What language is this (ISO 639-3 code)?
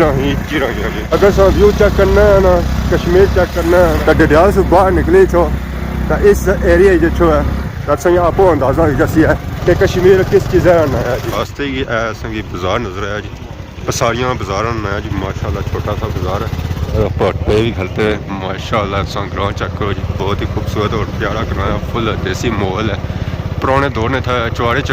phr